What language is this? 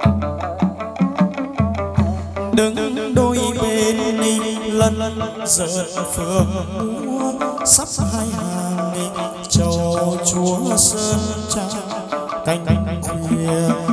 Vietnamese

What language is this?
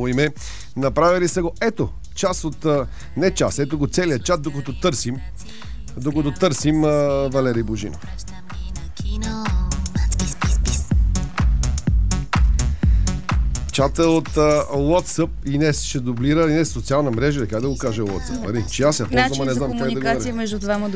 Bulgarian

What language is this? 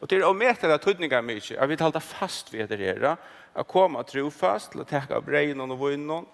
Faroese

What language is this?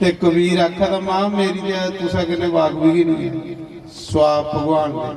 Dogri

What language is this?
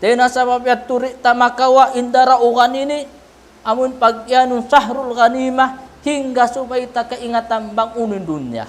Tausug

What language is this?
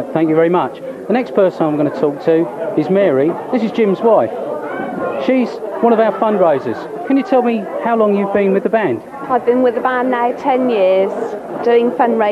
English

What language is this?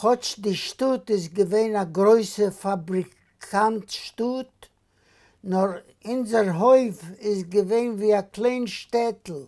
Yiddish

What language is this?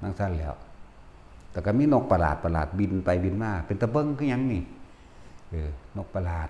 Northeastern Thai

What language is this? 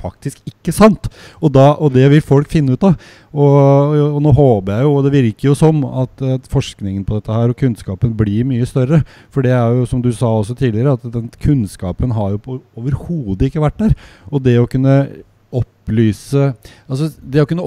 Norwegian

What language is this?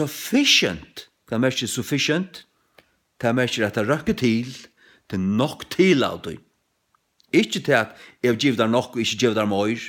Faroese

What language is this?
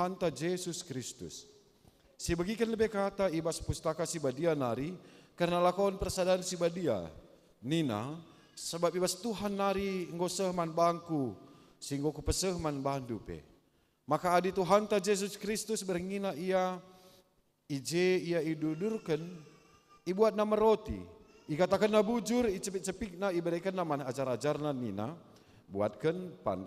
Batak Karo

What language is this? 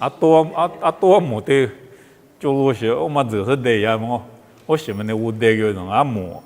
Lisu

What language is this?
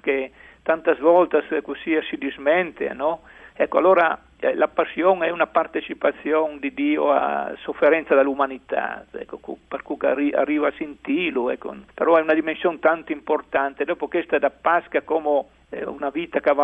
Friulian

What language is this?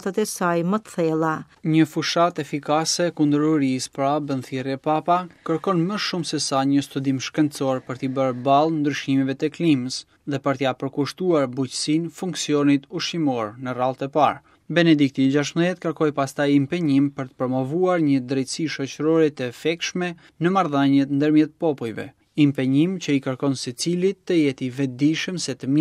Albanian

